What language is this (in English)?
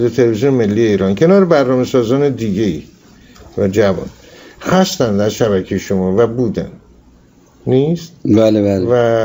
Persian